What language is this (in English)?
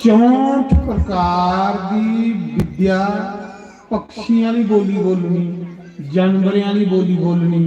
Dogri